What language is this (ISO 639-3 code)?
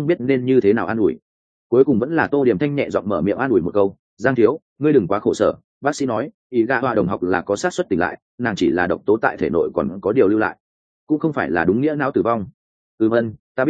vie